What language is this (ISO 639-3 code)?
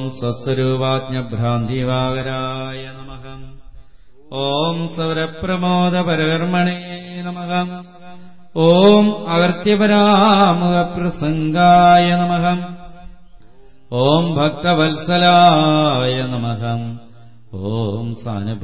mal